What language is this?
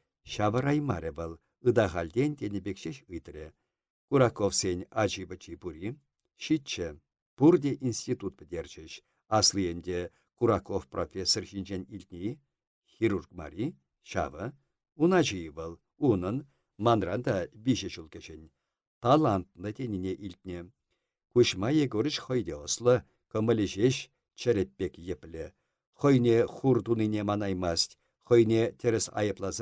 Chuvash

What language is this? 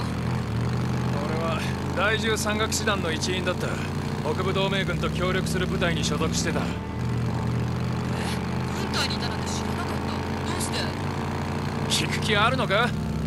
Japanese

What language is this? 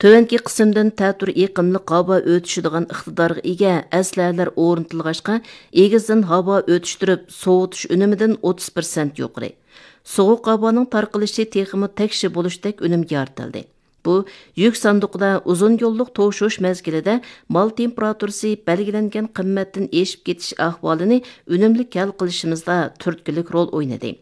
Uyghur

